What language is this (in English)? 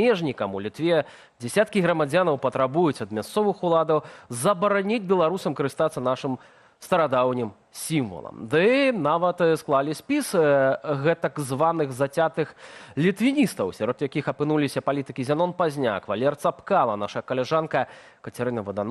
Belarusian